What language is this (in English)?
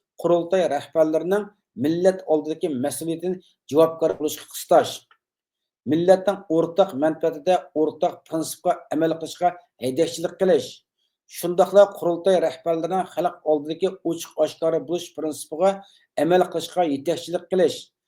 Uyghur